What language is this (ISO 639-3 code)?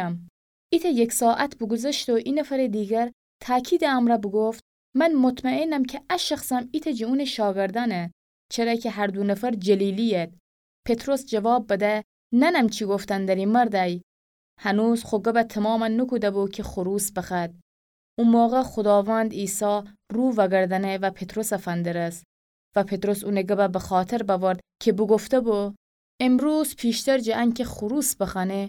glk